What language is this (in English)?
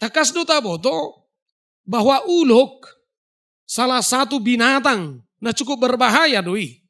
Batak Toba